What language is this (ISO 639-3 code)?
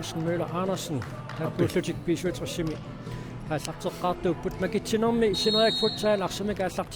kal